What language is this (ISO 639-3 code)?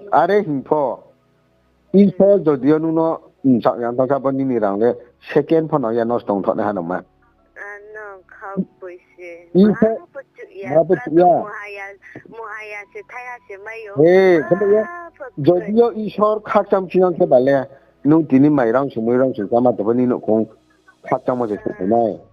ria